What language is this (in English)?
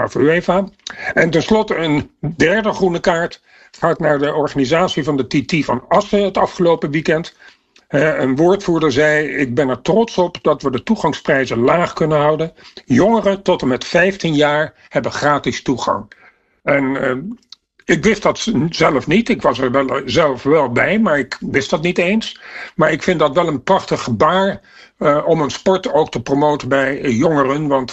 Dutch